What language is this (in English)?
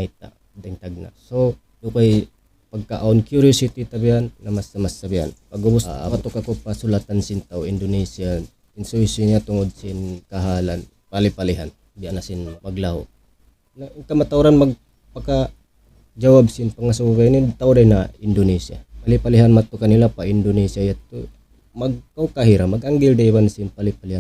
Tausug